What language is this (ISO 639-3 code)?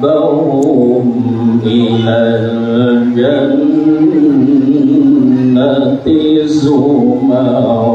mrw